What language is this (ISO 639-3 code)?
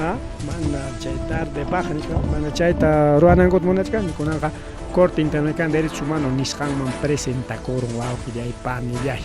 quy